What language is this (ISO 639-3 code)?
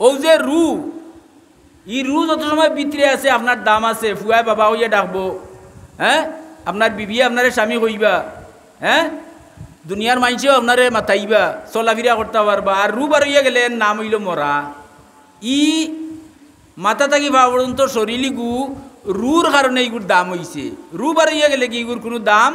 syl